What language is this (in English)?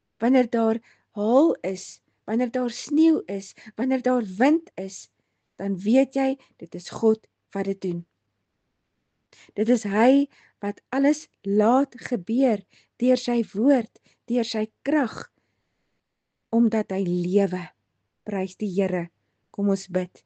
Afrikaans